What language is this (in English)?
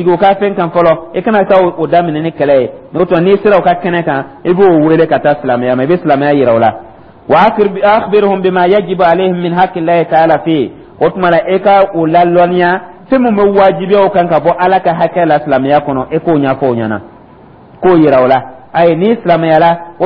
Dyula